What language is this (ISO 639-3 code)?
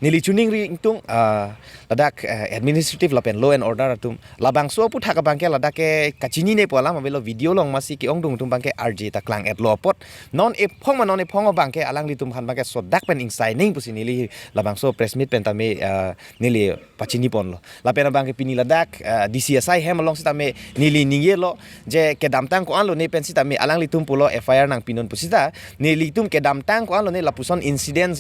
mjw